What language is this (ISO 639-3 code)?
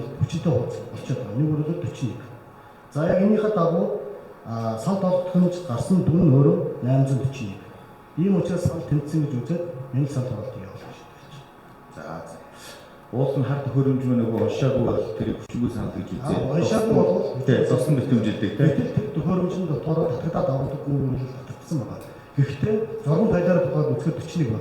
mon